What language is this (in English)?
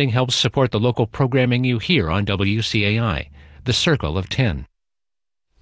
English